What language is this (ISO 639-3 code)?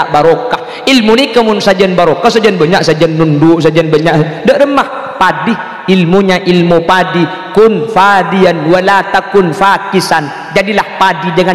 mad